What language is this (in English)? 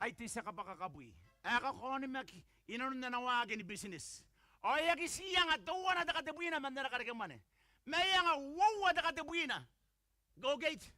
Gilbertese